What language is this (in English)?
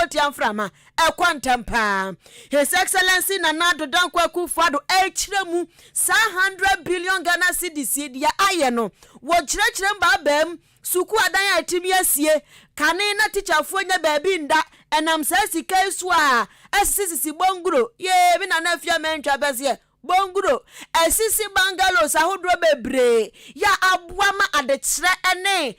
Akan